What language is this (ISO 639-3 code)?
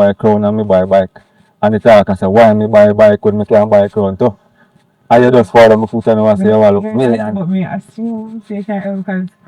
jam